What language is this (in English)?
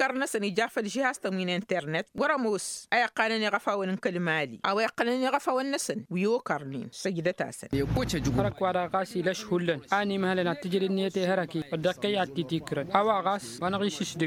Tamasheq